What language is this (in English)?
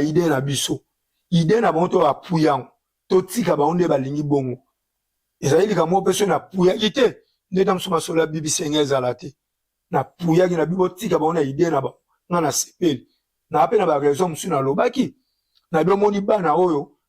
Lingala